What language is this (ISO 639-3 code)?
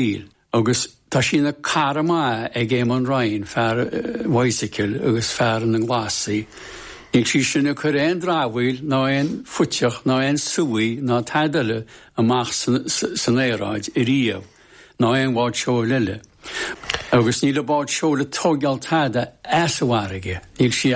gle